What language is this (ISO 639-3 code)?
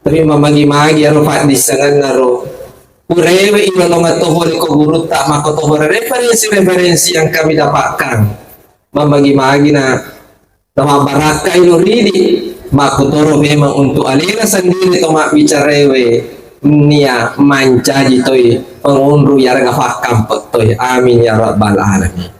bug